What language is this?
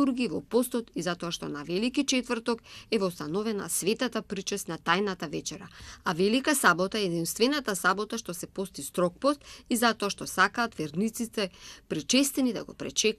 Macedonian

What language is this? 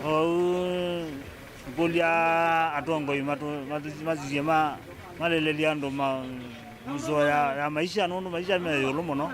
Kamba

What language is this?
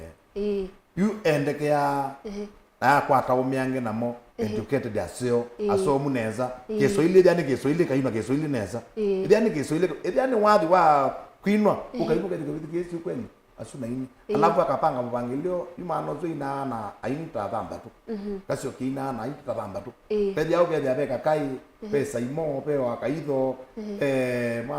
Kamba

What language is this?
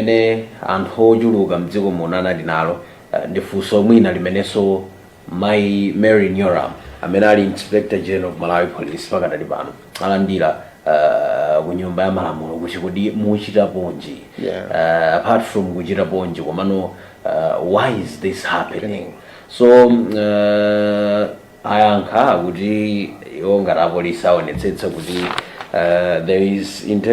Nyanja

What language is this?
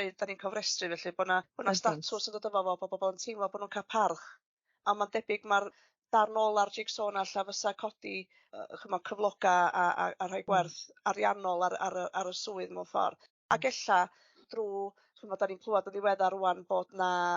Welsh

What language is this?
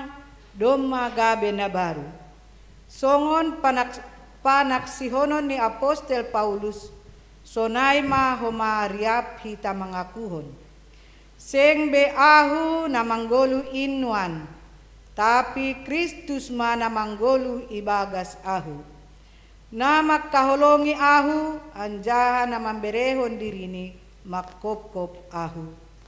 Batak Simalungun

